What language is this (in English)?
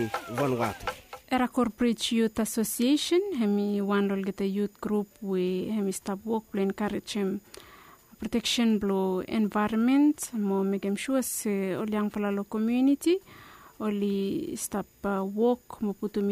Bislama